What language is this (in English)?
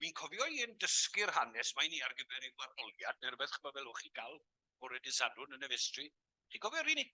Welsh